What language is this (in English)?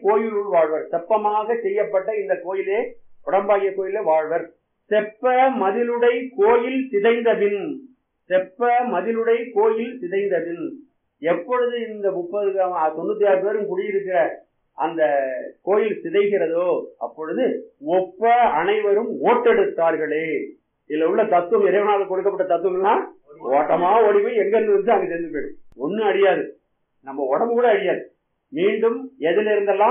Tamil